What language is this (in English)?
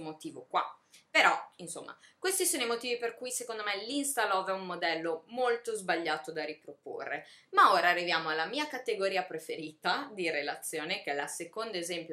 Italian